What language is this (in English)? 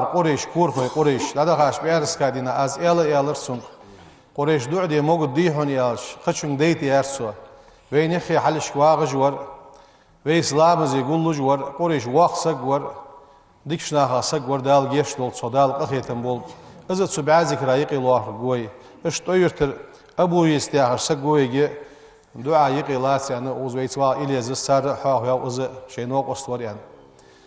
Ingush